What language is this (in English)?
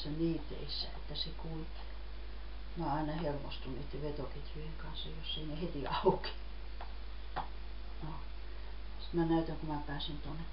Finnish